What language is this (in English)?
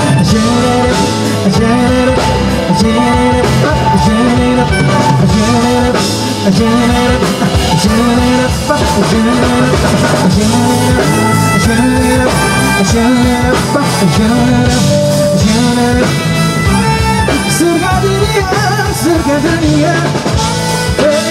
Indonesian